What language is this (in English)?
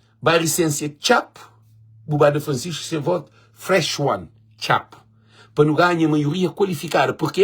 Kabuverdianu